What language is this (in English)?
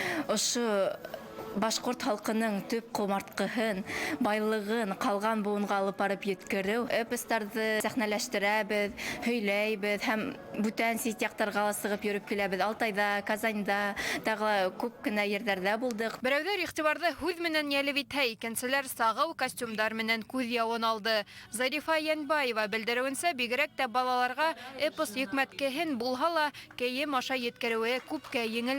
Bashkir